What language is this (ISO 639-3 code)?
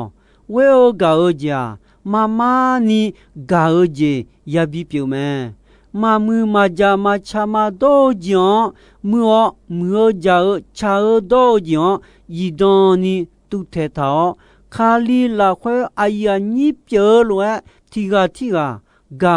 ahk